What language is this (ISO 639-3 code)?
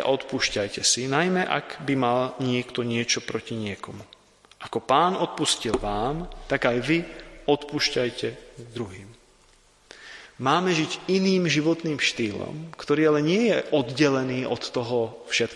slk